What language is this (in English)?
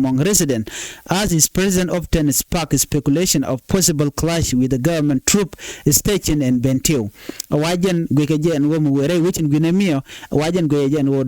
Nuer